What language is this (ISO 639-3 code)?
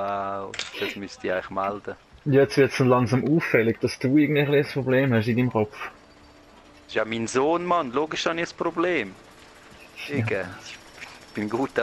gsw